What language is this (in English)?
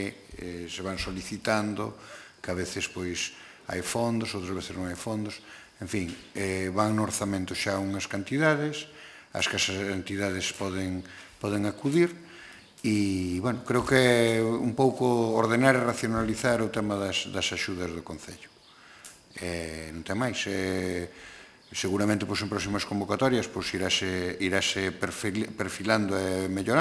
Galician